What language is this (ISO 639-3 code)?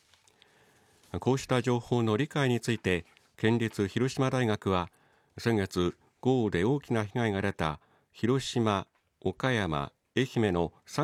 jpn